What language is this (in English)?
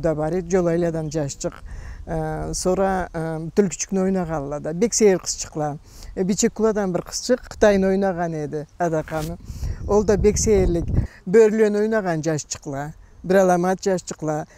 Karachay-Balkar